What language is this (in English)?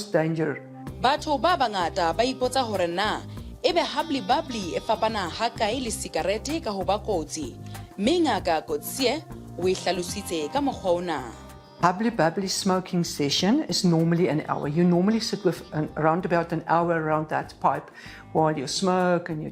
Southern Sotho